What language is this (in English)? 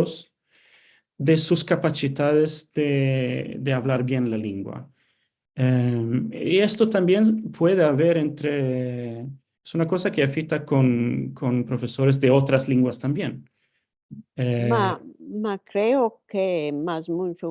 Ladino